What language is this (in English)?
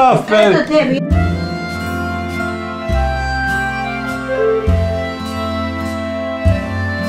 Bosnian